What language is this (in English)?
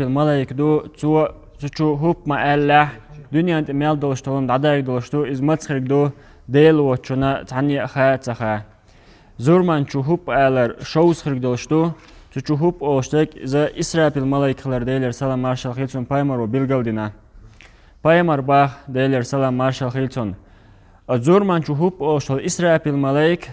Chechen